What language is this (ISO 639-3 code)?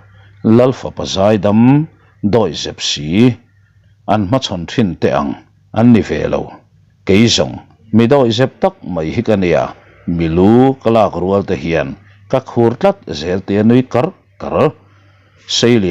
lus